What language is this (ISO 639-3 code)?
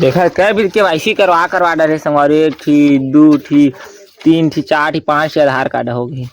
hne